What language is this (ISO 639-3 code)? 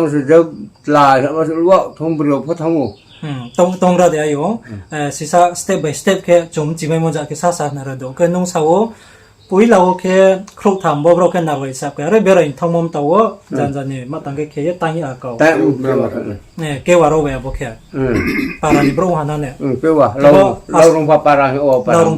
ria